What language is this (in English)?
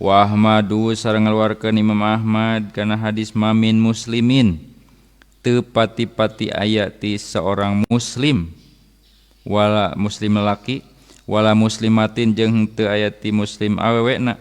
Sundanese